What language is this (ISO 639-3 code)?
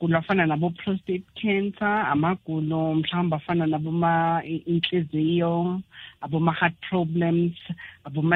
nbl